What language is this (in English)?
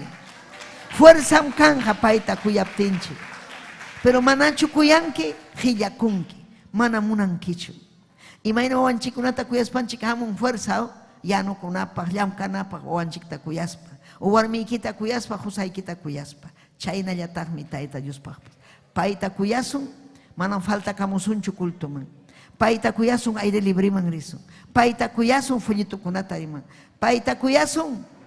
Ayacucho Quechua